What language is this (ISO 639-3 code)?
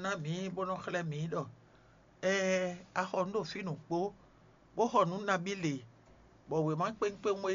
fon